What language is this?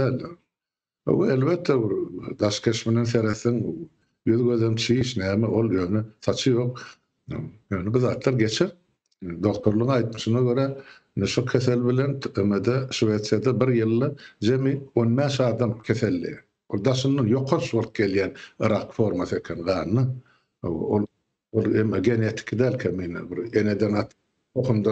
Turkmen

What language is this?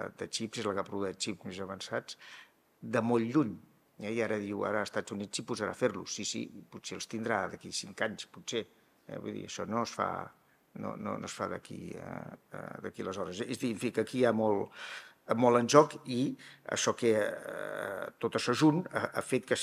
Catalan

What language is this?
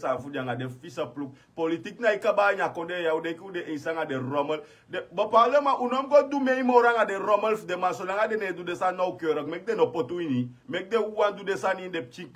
Sranan Tongo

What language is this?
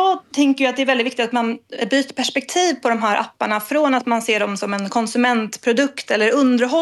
Swedish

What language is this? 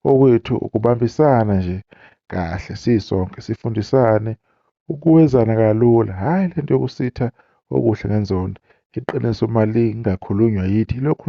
Zulu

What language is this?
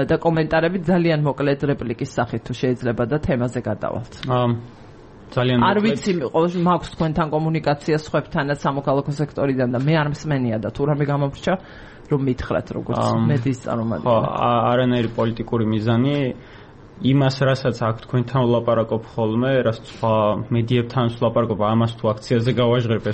Georgian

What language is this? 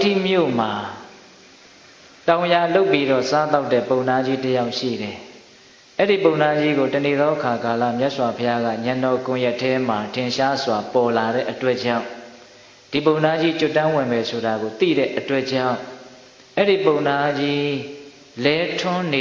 Burmese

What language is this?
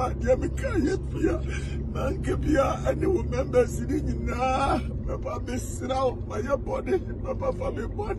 Akan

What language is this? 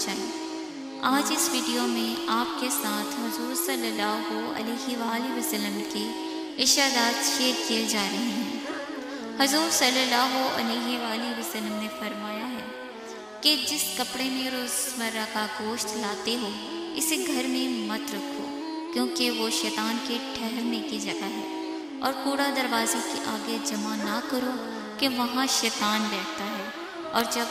Urdu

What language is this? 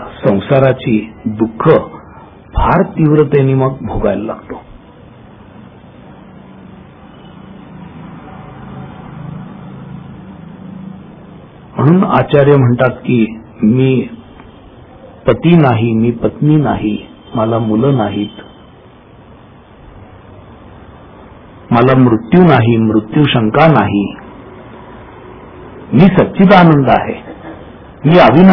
Marathi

